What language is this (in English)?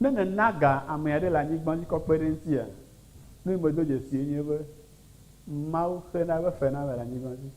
Ewe